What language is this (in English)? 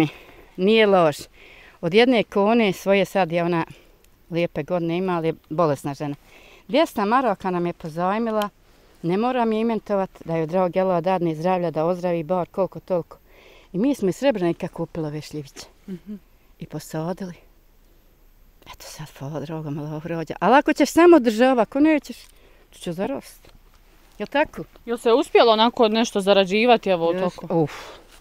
Bosnian